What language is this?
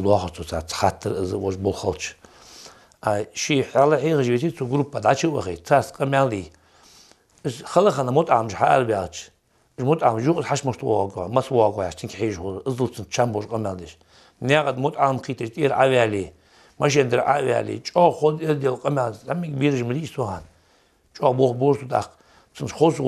Ingush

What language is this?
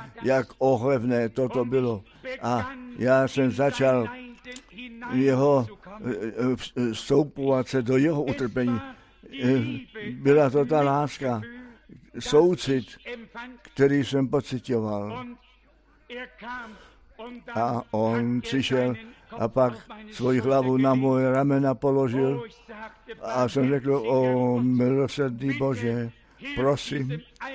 Czech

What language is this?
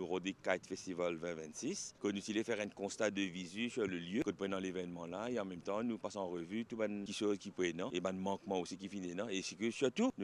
Morisyen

